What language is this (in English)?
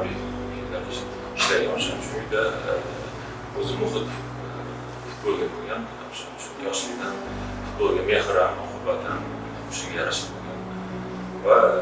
Uzbek